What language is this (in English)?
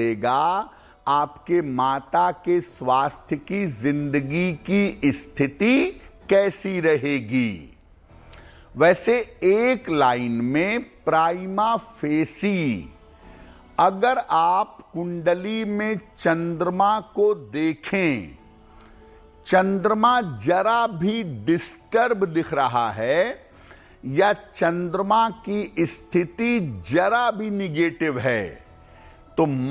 Hindi